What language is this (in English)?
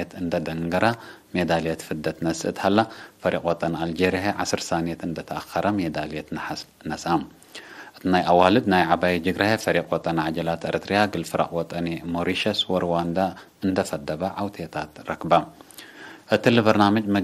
Tigre